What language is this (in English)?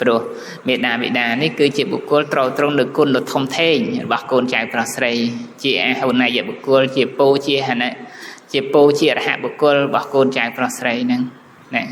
Khmer